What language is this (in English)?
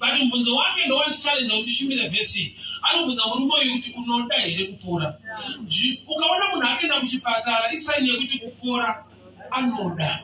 Shona